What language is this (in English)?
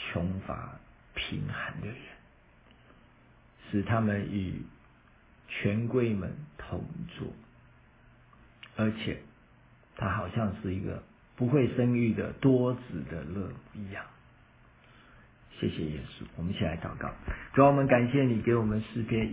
Chinese